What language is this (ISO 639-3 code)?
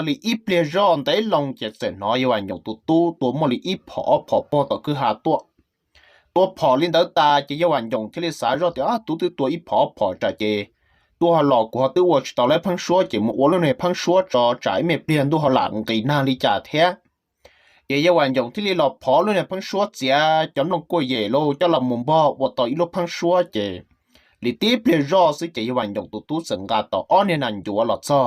hmn